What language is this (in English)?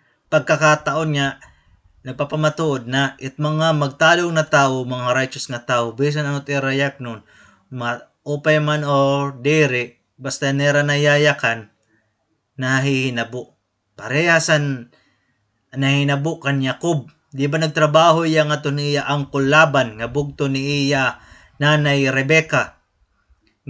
Waray